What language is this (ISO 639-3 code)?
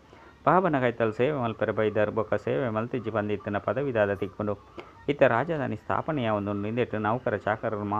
tcy